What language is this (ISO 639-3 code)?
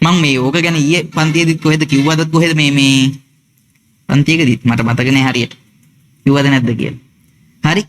sin